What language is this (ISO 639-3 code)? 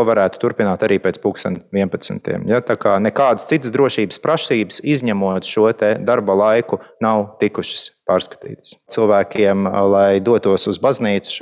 lav